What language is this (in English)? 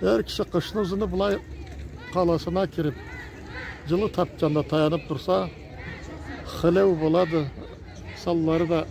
Karachay-Balkar